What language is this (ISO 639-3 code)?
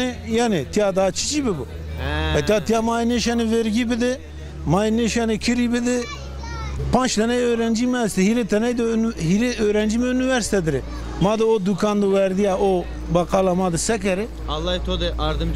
zza